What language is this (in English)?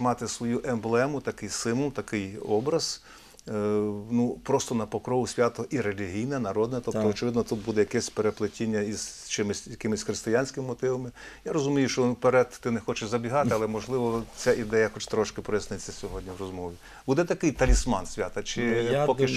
Ukrainian